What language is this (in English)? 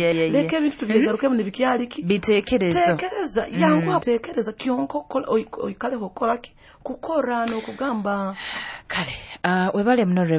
Nyoro